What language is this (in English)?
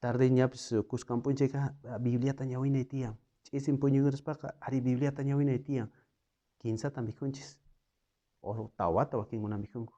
South Bolivian Quechua